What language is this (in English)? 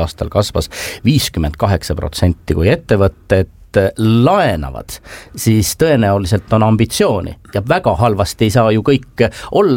Estonian